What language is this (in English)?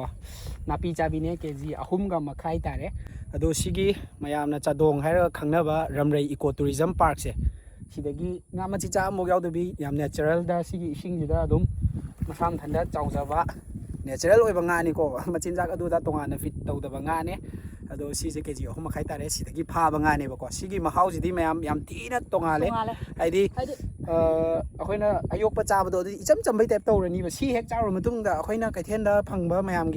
Manipuri